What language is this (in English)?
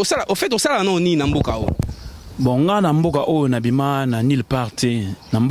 Lingala